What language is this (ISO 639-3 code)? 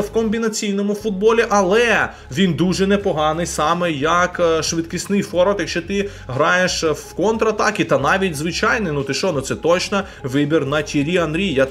ukr